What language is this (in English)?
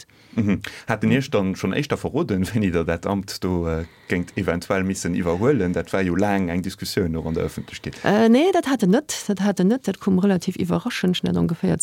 Luxembourgish